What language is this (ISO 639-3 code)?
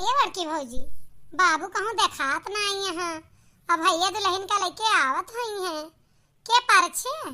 awa